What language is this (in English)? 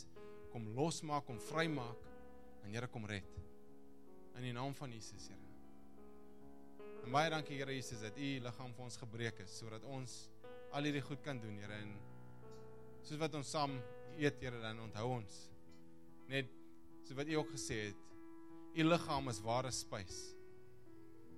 Afrikaans